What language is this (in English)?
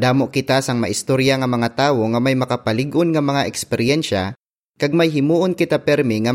Hiligaynon